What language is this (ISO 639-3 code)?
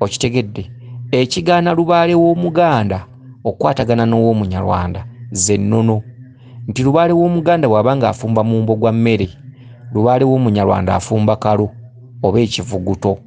lug